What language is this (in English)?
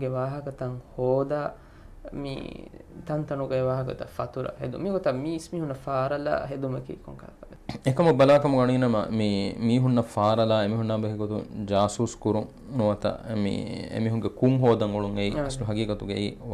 Divehi